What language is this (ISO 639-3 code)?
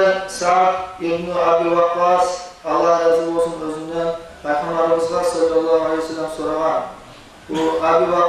kum